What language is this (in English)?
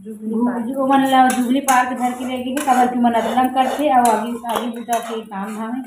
Chhattisgarhi